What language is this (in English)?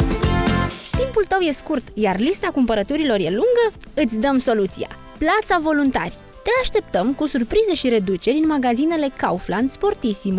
Romanian